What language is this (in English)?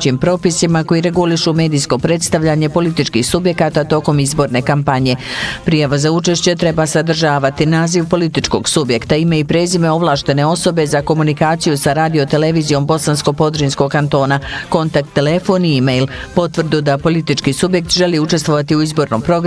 Bosnian